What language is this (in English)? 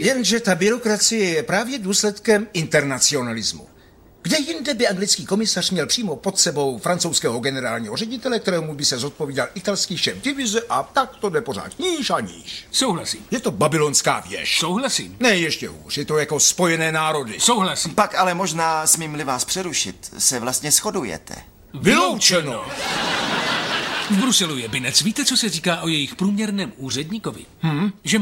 Czech